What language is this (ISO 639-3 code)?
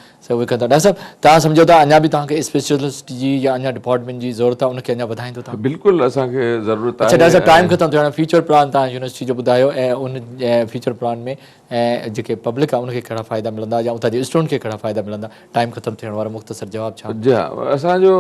snd